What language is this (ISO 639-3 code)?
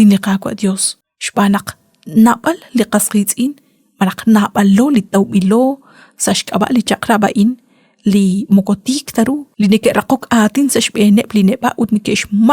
kek